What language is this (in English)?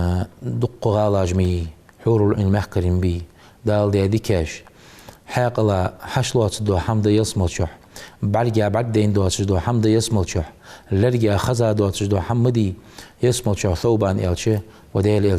Ingush